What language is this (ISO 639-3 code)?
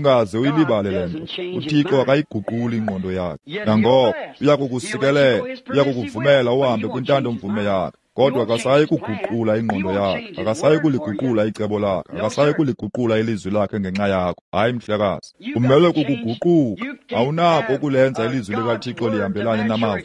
xho